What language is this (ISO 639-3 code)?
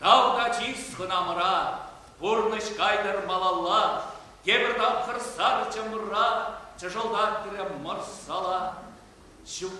chv